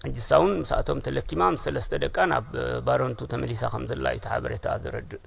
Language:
Tigrinya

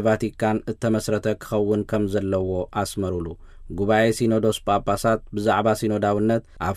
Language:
Tigrinya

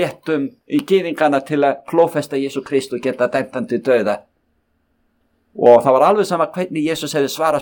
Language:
Icelandic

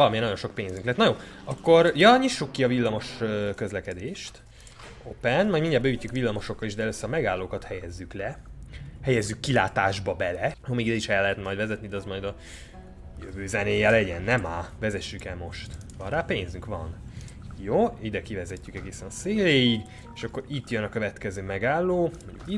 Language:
Hungarian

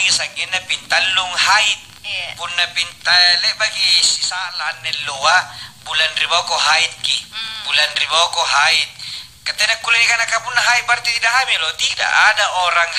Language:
Makasar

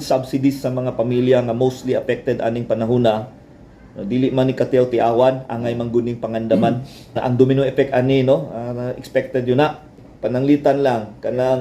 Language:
Cebuano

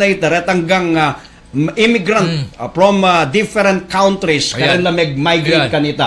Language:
Pampanga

